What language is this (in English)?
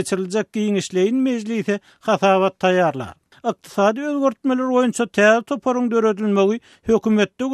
Turkmen